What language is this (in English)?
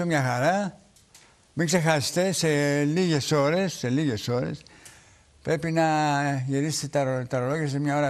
Greek